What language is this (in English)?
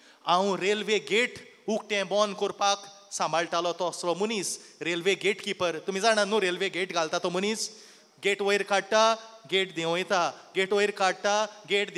Konkani